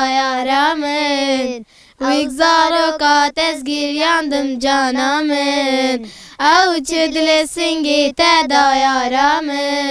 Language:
Kurdish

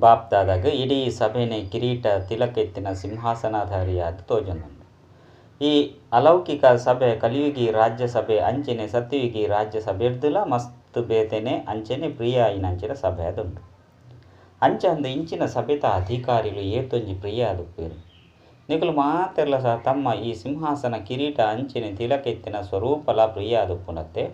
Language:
Tulu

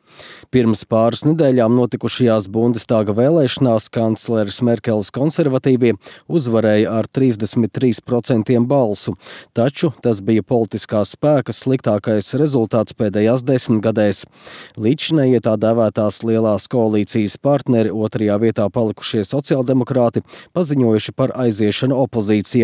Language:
Latvian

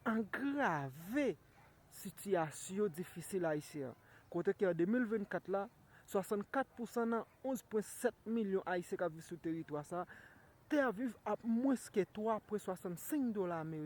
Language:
Haitian Creole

